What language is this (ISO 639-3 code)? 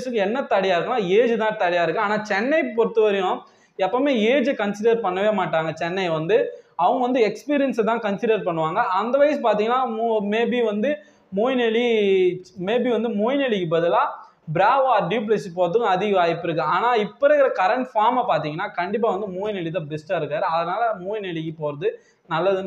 tam